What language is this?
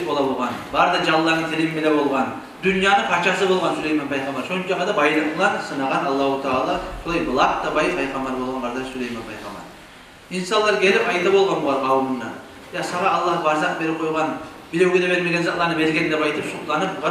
Kumyk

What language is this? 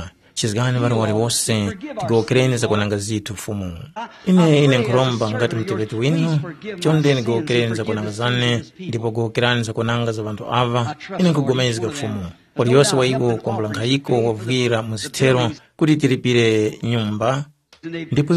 Tumbuka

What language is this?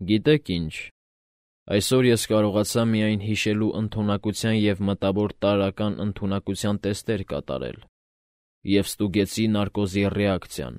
Armenian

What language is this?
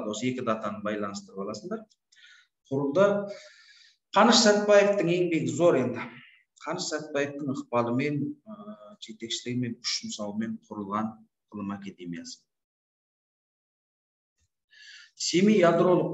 Kazakh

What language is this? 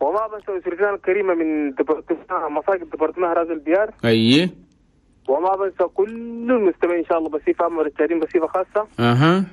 Chadian Arabic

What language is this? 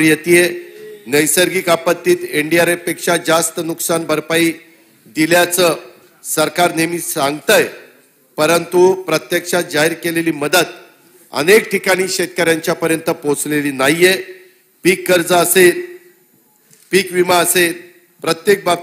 Marathi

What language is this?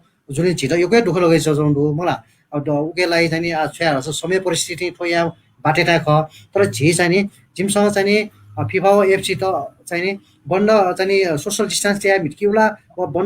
Newari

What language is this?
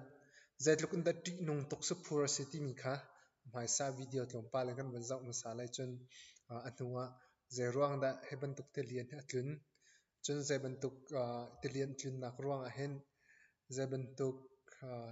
Hakha Chin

